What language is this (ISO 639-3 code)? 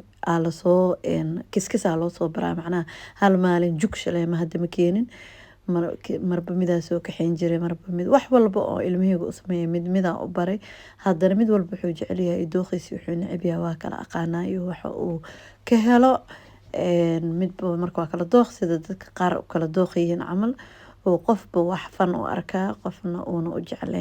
som